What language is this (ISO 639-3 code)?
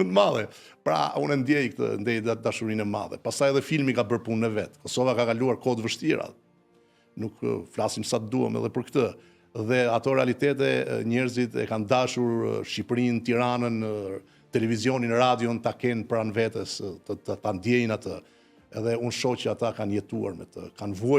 sqi